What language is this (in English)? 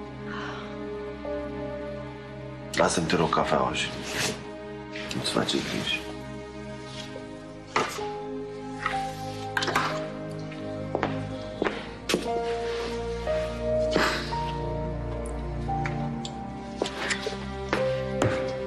Romanian